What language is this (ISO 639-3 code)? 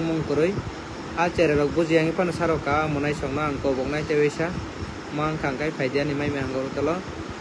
trp